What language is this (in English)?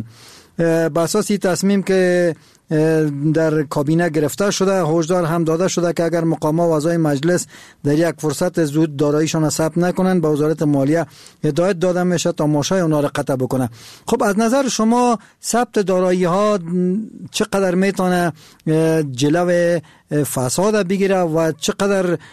Persian